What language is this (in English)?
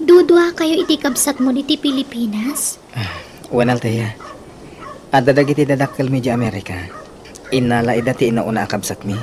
Iloko